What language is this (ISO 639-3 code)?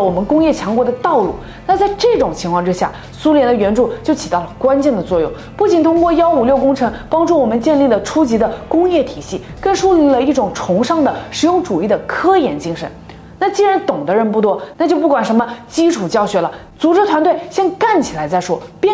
zho